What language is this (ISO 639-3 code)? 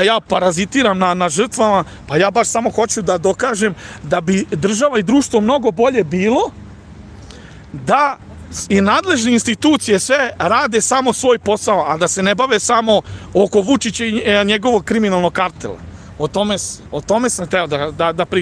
srp